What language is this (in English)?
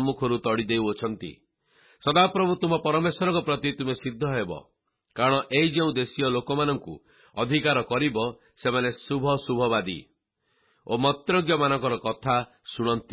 Odia